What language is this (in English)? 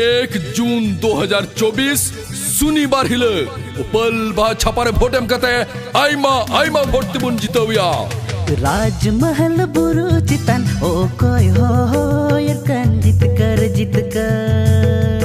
Santali